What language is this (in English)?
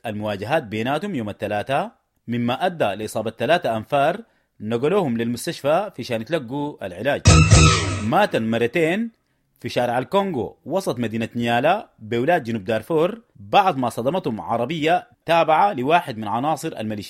Sudanese Arabic